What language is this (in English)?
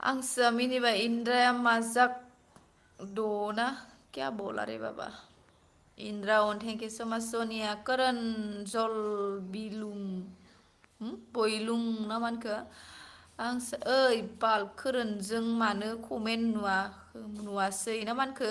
Bodo